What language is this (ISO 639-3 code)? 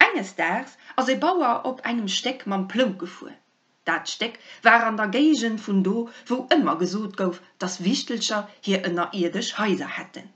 ltz